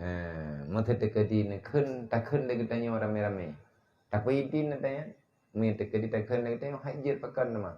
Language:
Achinese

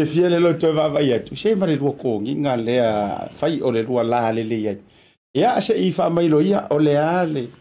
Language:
Samoan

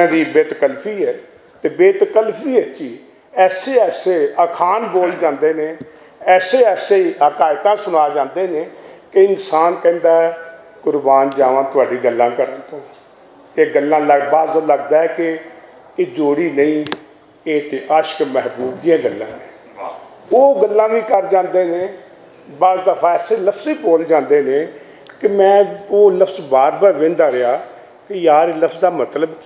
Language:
Western Panjabi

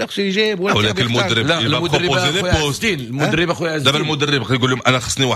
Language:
Moroccan Arabic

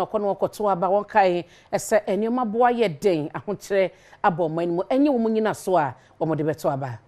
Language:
Akan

